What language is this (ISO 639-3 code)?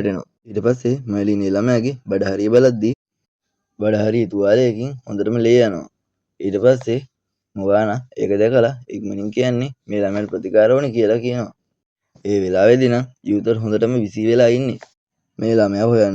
sin